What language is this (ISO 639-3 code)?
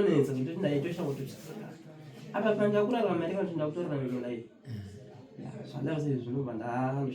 sna